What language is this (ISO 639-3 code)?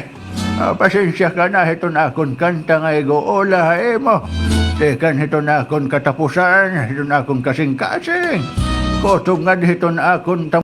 war